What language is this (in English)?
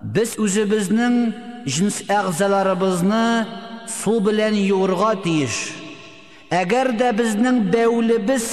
Tatar